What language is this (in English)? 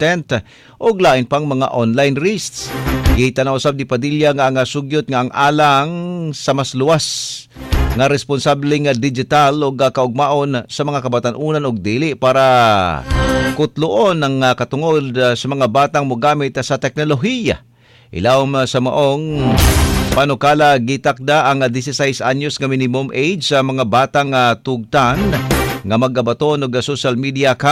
Cebuano